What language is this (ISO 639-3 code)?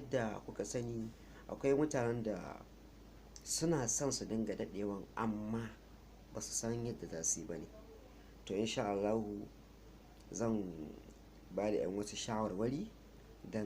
hau